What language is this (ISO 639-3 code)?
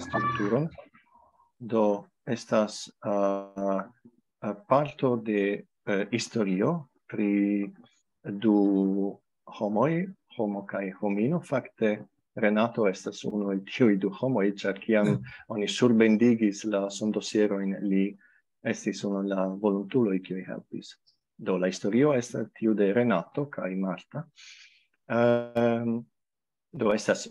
epo